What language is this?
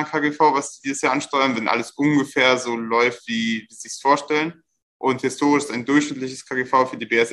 German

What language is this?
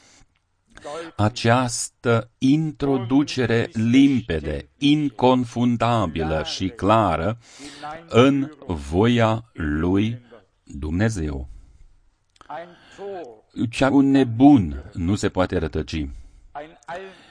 Romanian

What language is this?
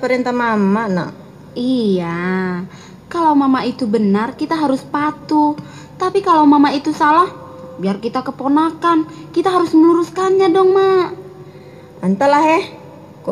Minangkabau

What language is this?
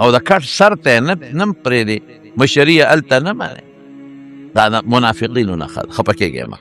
Pashto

